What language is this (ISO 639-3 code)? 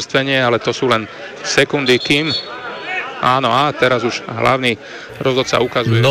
slk